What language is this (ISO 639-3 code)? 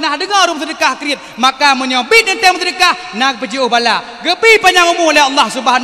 ace